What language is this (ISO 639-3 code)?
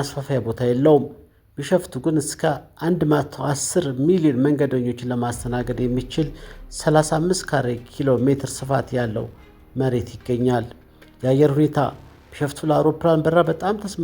amh